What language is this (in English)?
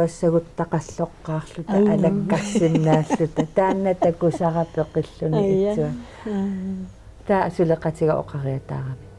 Kalaallisut